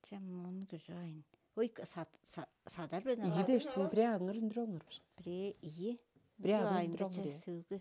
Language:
Tuvinian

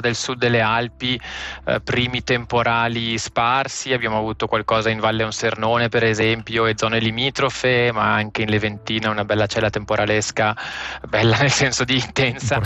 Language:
Italian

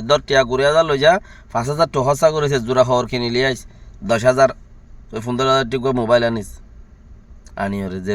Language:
Rohingya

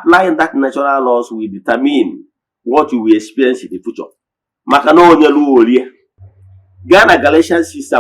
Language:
Igbo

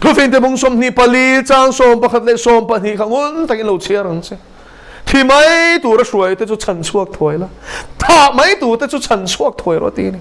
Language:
Mizo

